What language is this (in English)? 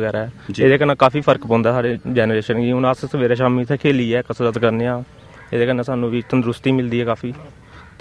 Dogri